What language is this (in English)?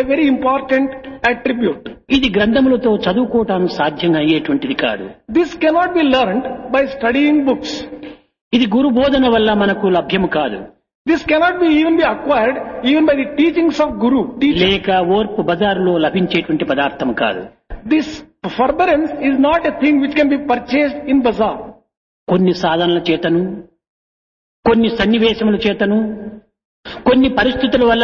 Telugu